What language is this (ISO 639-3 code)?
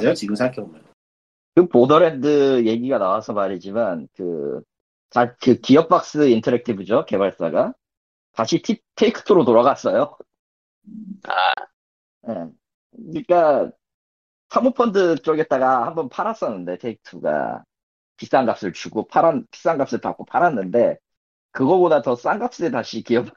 kor